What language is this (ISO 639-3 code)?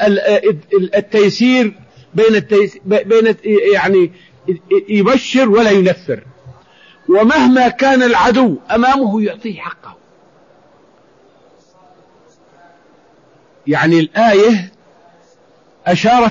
ara